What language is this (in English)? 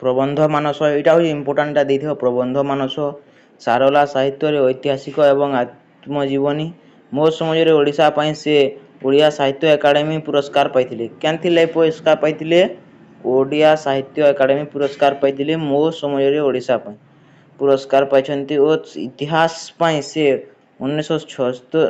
Odia